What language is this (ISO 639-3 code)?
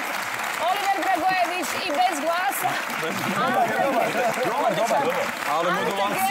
hrv